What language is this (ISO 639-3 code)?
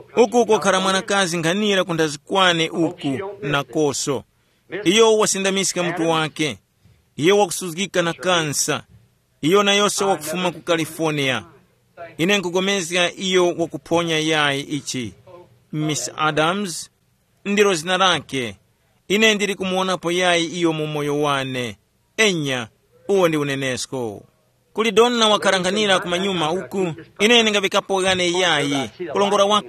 tum